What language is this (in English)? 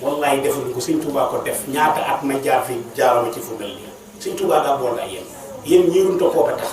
Wolof